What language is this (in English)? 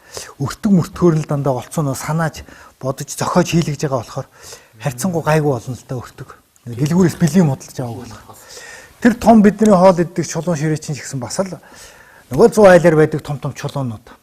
Mongolian